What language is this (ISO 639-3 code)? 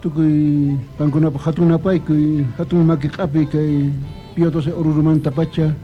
que